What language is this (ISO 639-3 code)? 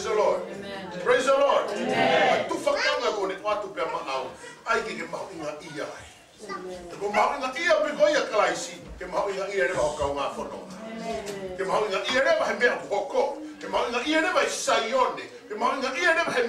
ton